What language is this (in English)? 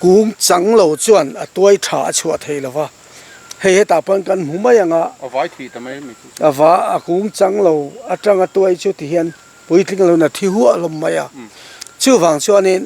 Mizo